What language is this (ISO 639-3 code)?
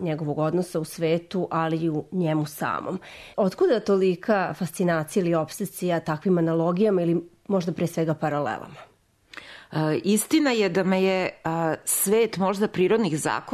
srp